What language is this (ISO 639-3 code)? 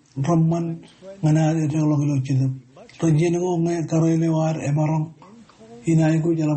mah